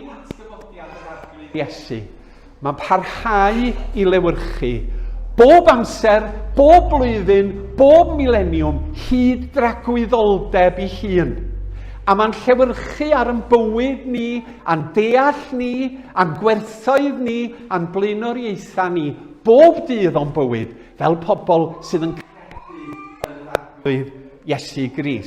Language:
Welsh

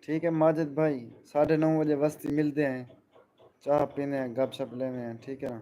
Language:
Saraiki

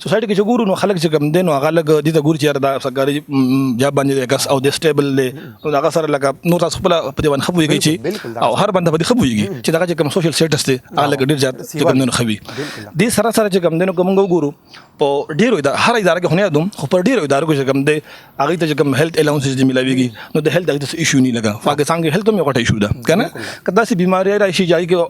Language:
Pashto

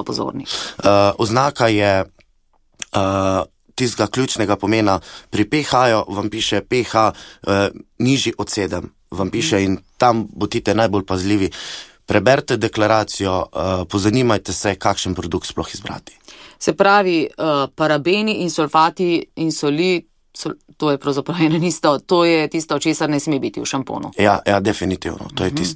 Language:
Slovenian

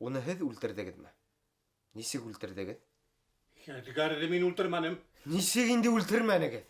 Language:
Bashkir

